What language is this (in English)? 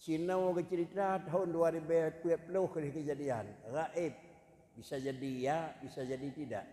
Achinese